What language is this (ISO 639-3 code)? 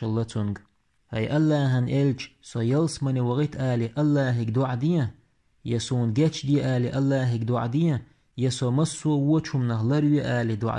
che